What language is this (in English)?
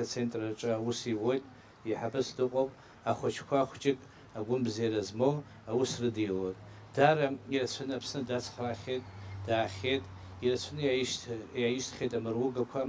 Abkhazian